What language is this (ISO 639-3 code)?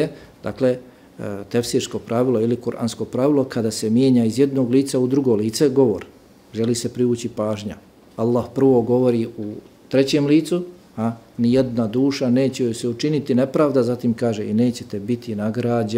bos